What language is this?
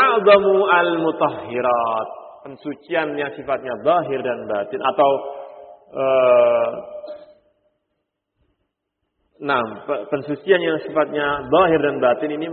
Indonesian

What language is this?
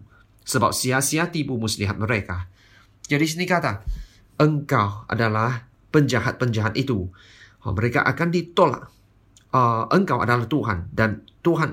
Malay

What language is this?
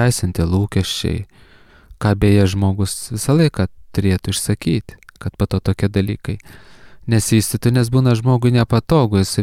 Lithuanian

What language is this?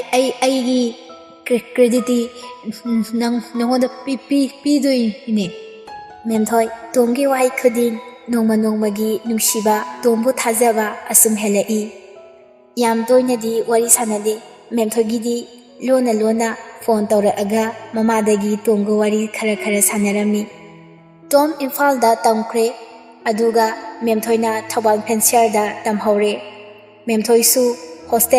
Manipuri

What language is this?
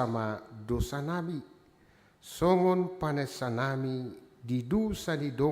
Batak Toba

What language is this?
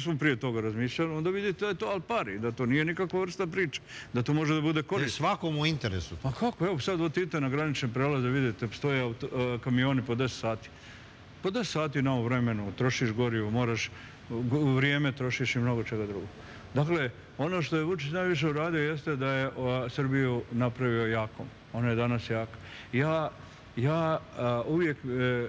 Serbian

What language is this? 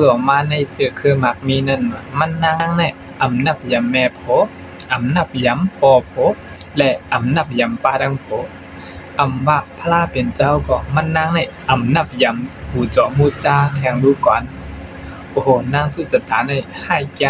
Shan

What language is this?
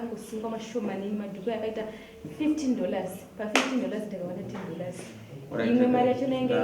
Shona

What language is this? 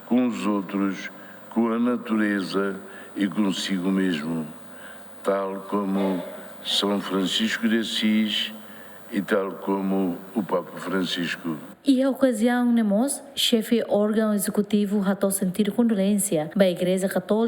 Tetum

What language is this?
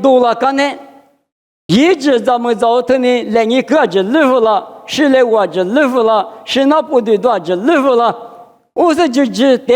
Lisu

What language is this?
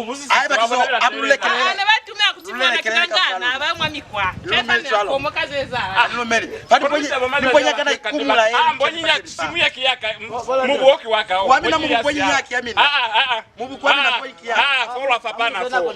Lozi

